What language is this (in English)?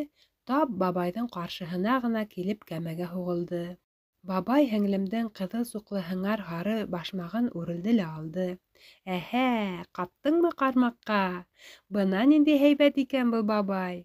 Bashkir